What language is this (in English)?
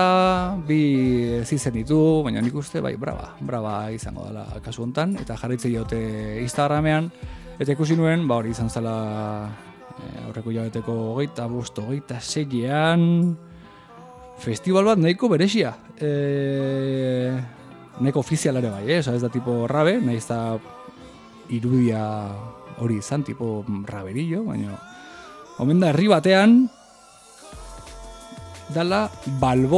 Basque